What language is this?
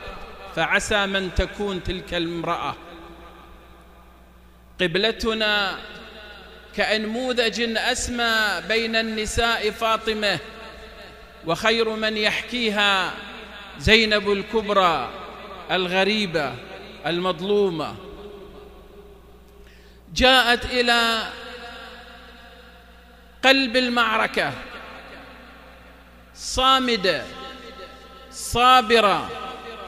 Arabic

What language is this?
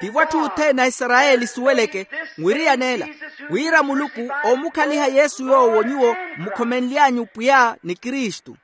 Makhuwa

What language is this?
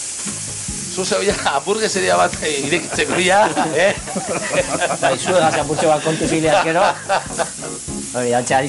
Basque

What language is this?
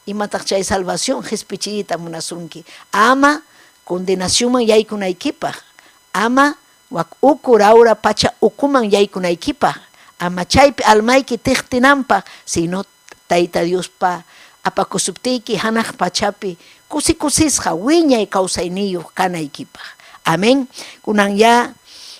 Ayacucho Quechua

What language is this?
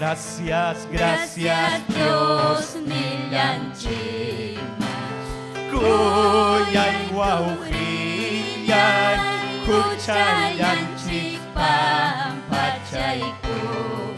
Ayacucho Quechua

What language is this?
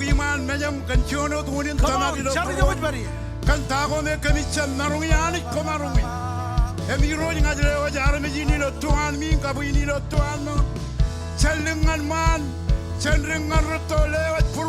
Marshallese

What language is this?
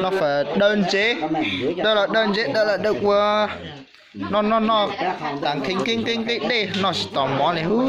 Hmong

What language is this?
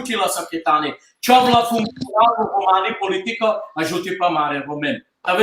Balkan Romani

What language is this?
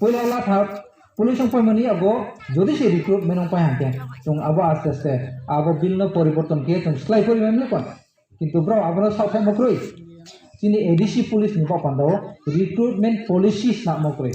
Riang (India)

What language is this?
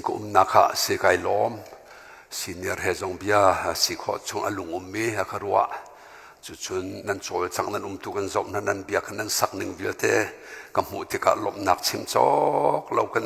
Hakha Chin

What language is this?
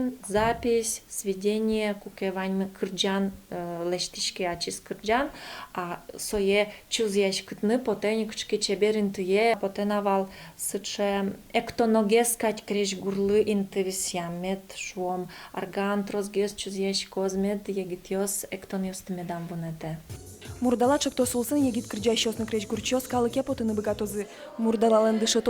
Udmurt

